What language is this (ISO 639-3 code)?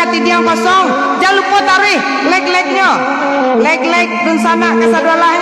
min